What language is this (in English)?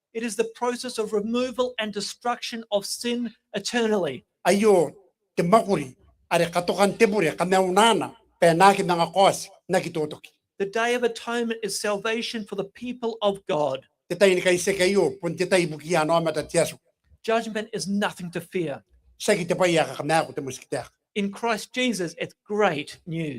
Gilbertese